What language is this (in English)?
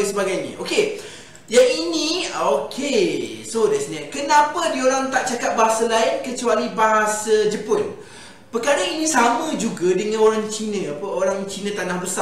Malay